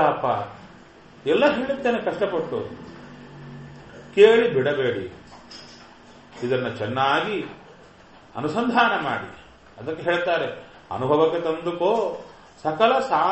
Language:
Kannada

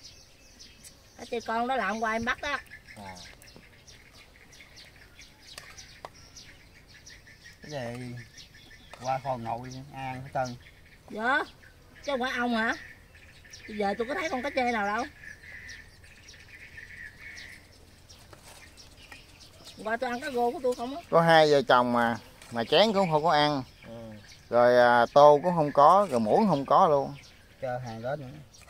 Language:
Vietnamese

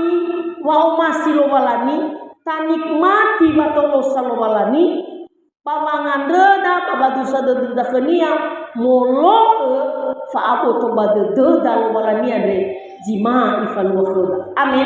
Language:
Nias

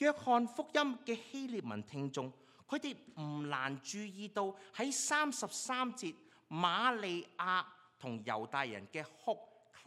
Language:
Cantonese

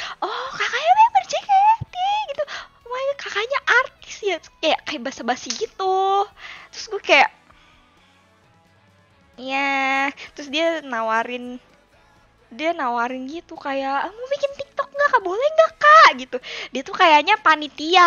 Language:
Indonesian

